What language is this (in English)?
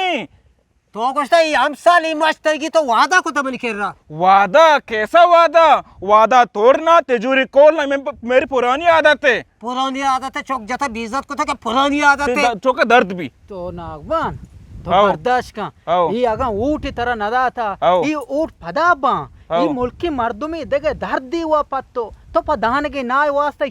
Eastern Balochi